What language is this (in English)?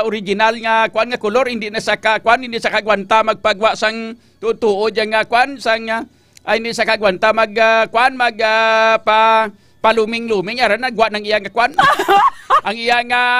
Hiligaynon